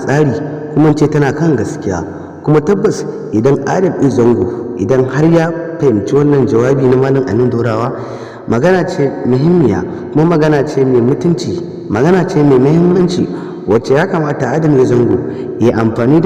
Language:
Hausa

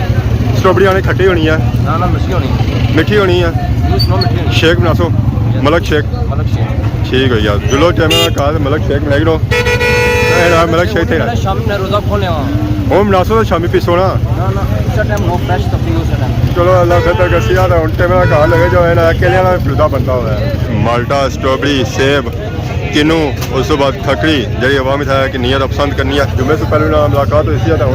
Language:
Pahari-Potwari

